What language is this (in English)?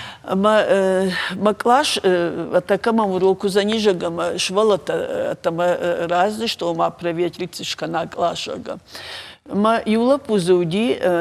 Ossetic